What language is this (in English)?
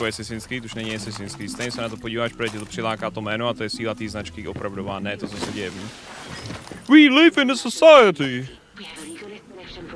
Czech